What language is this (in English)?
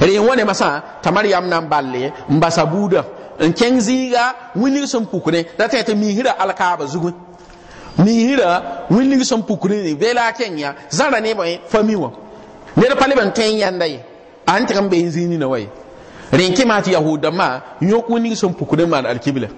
Mossi